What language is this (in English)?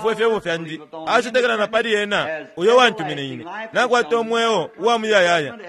Bemba